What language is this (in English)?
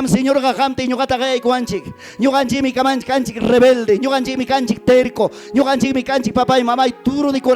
Ayacucho Quechua